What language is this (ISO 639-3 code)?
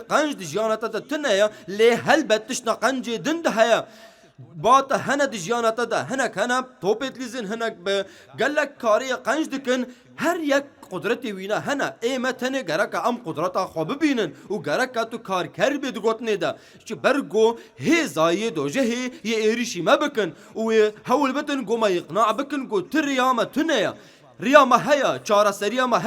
kur